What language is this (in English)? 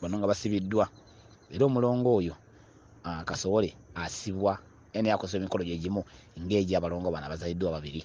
Ganda